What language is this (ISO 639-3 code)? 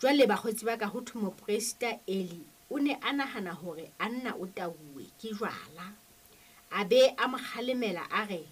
sot